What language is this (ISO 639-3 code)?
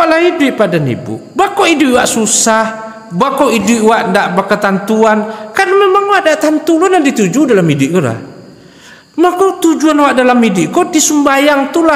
min